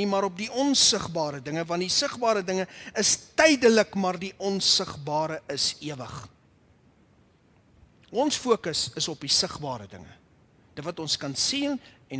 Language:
Afrikaans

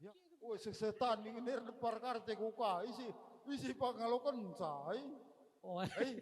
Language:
Batak Karo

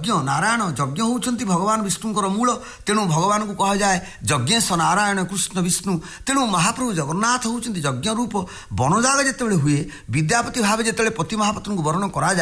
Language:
Odia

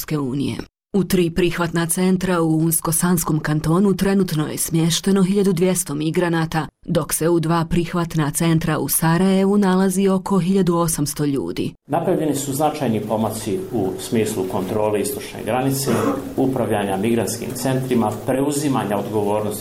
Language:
Bosnian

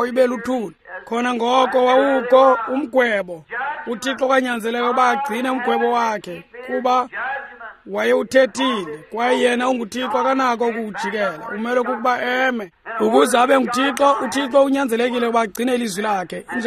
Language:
Xhosa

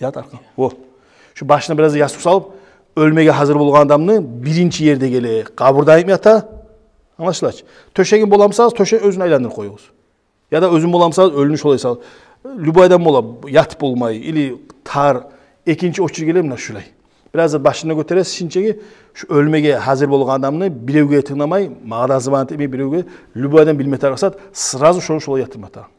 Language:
Kumyk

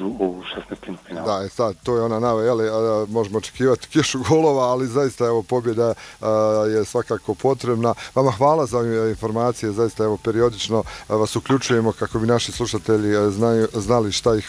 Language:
Bosnian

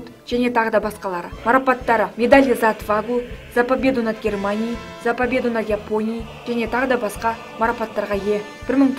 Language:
Kazakh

